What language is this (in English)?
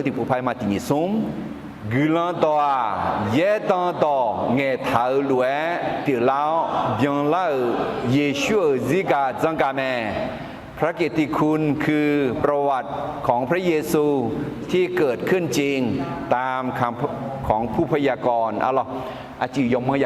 Akha